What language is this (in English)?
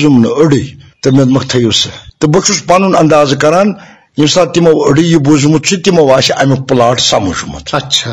Kashmiri